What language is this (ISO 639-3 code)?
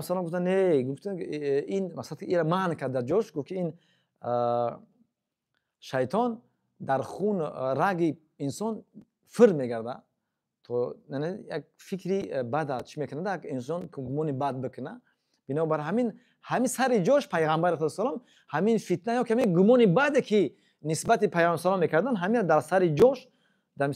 tgk